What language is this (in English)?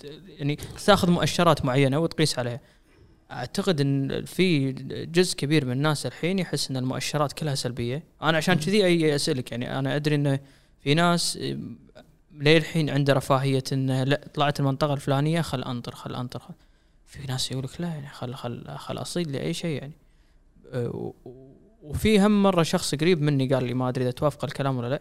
Gulf Arabic